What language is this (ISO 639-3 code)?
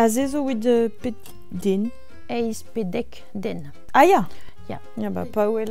bre